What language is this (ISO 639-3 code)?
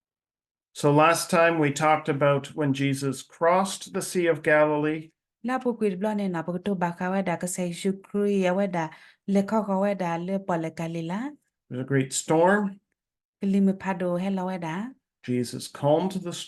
ksw